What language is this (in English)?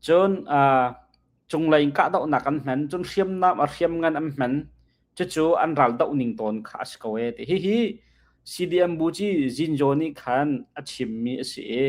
Hakha Chin